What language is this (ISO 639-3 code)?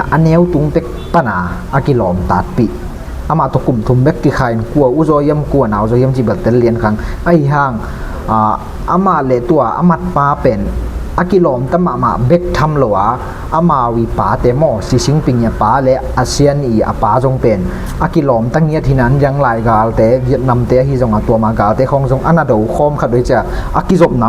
ctd